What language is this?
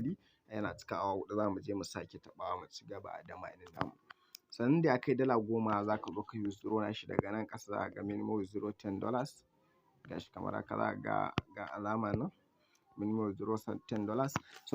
Hausa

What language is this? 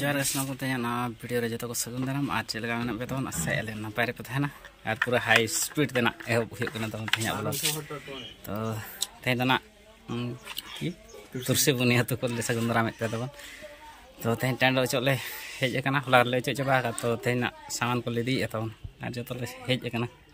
Santali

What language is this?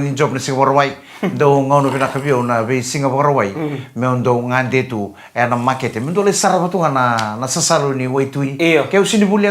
Fijian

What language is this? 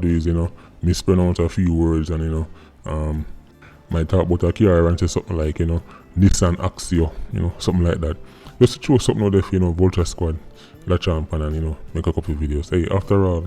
Jamaican Creole English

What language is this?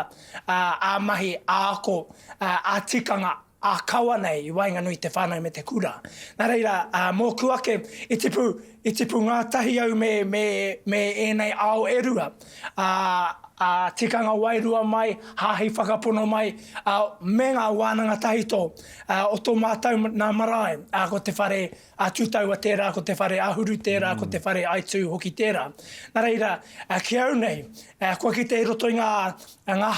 Māori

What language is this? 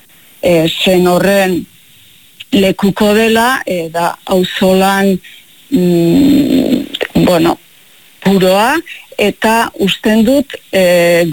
Basque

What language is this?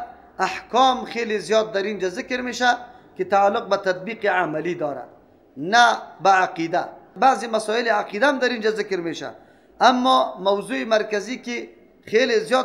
Persian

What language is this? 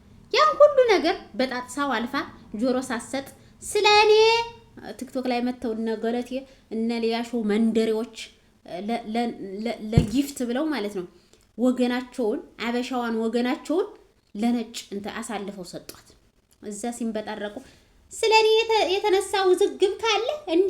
Amharic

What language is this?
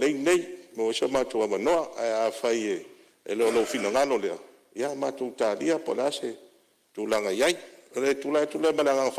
Samoan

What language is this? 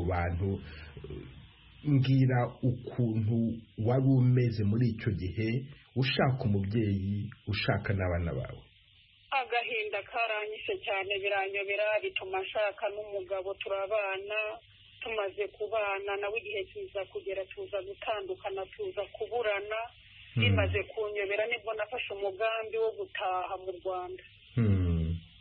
Kinyarwanda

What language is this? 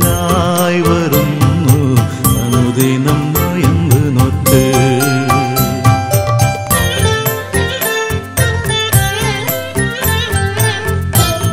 Malayalam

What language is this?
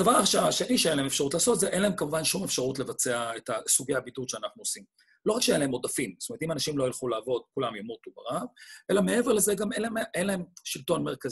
Hebrew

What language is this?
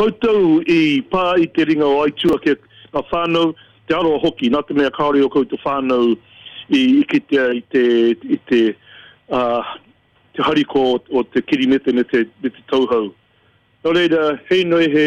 Māori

